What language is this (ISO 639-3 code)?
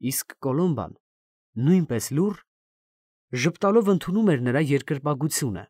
hye